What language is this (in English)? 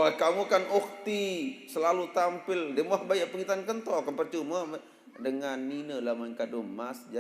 Sasak